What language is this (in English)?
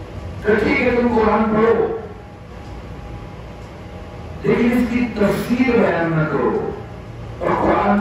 Urdu